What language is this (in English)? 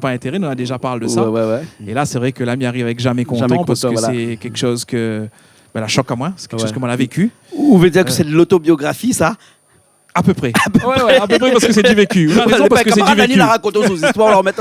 Réunion Creole French